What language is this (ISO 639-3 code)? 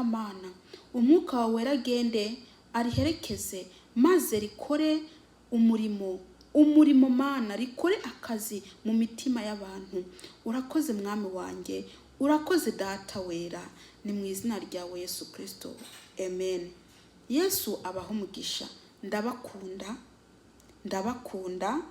run